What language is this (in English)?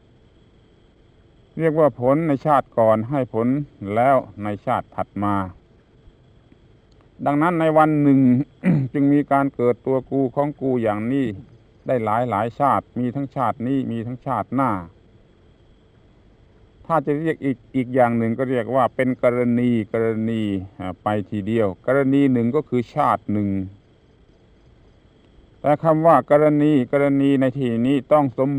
Thai